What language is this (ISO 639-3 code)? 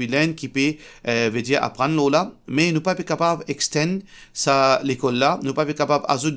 mfe